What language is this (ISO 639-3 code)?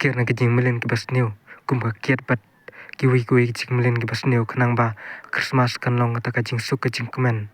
kha